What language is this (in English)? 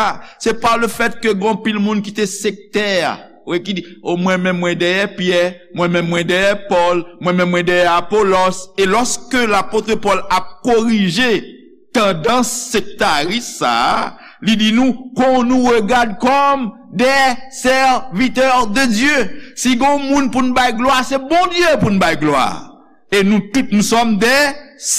Haitian Creole